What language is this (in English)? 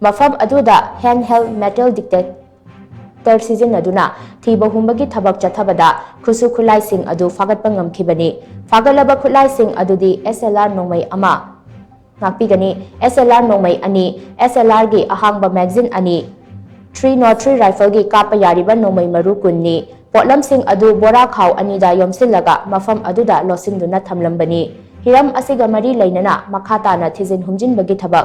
Manipuri